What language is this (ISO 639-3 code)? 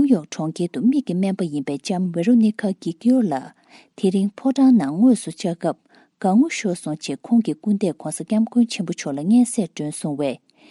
bod